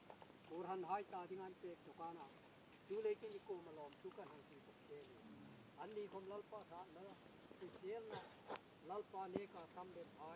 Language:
Hmar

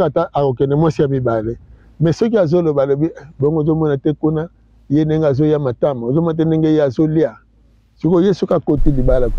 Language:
Lingala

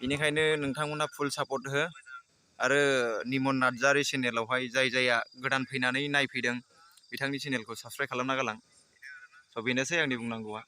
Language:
Bodo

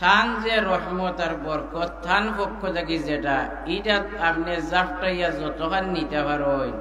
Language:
Sylheti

